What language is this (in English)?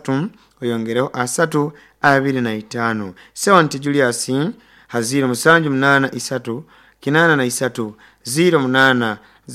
Nyoro